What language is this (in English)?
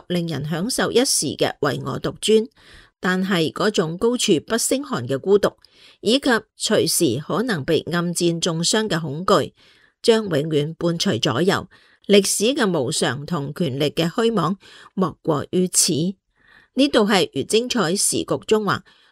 Cantonese